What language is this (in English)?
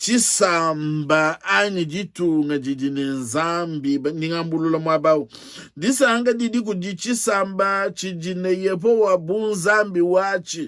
Luba-Lulua